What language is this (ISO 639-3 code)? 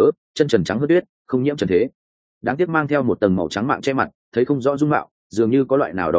vie